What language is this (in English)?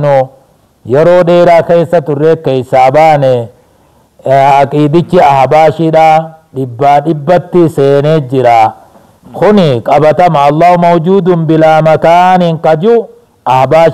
Oromo